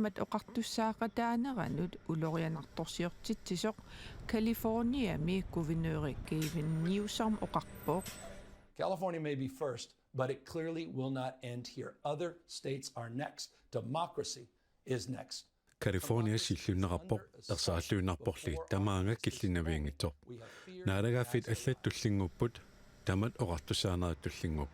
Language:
Kalaallisut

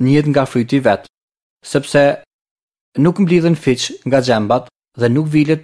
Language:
Albanian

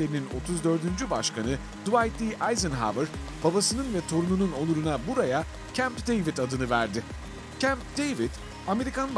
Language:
Turkish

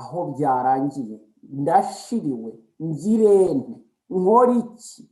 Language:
Kinyarwanda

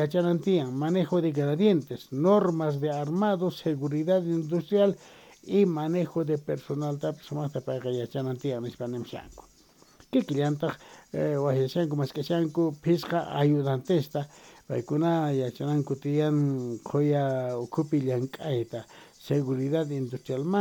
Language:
South Bolivian Quechua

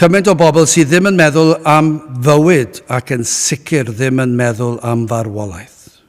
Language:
Welsh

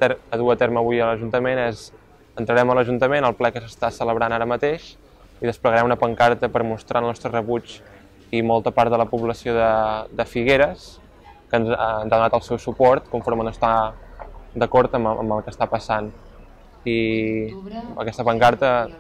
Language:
Catalan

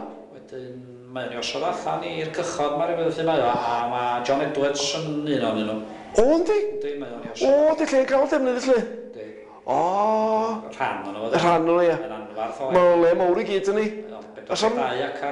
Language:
Welsh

